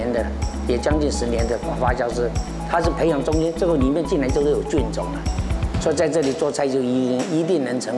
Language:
Chinese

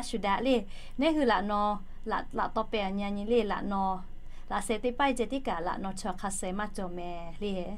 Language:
Lahu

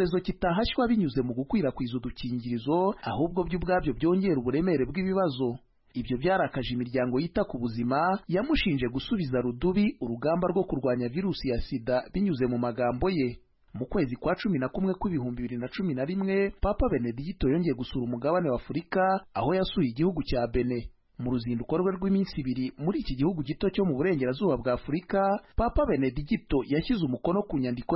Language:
Kinyarwanda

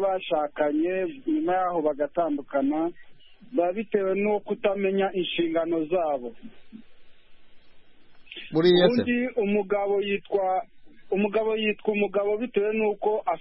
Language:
Kinyarwanda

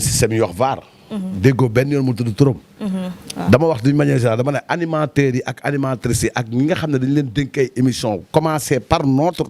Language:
Wolof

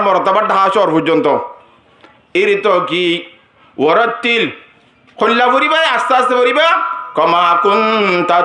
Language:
Rohingya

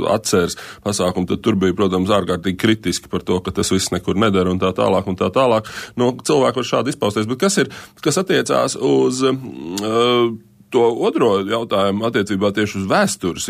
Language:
Latvian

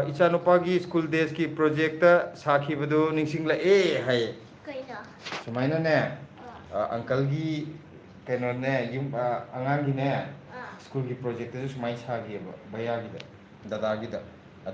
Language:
Manipuri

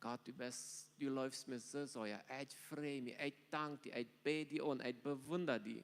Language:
Plautdietsch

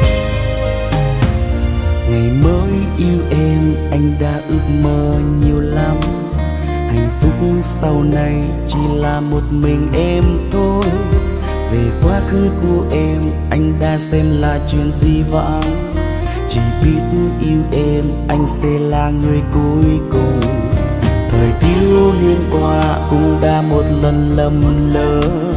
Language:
Vietnamese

